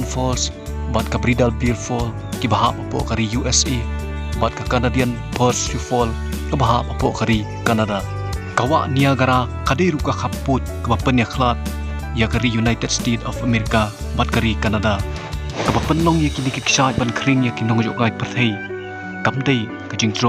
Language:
Khasi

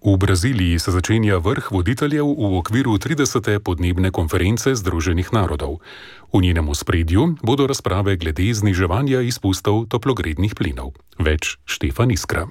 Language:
Slovenian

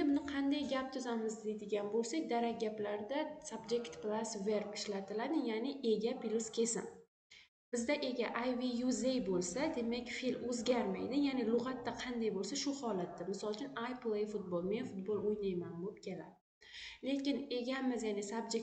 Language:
Uzbek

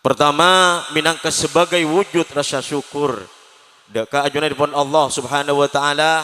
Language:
Madurese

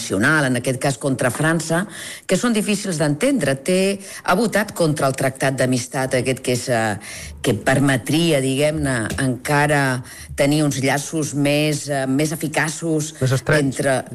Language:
Catalan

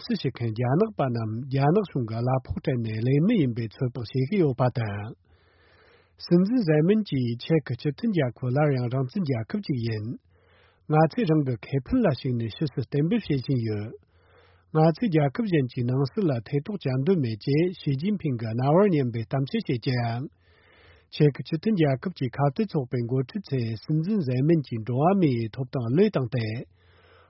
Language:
Tibetan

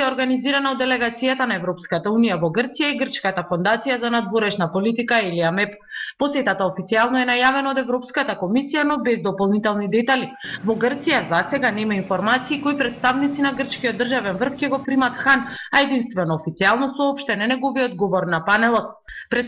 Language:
Macedonian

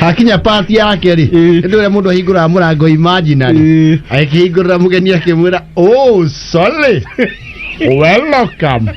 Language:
Kikuyu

